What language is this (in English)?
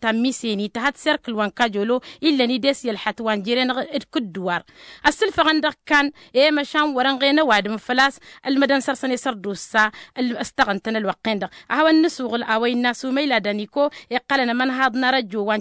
Tamasheq